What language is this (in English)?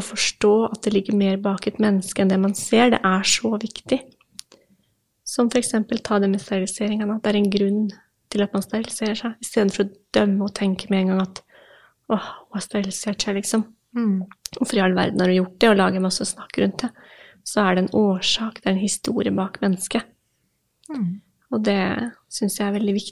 Norwegian